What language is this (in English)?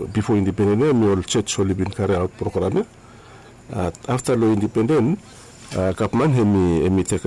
Bislama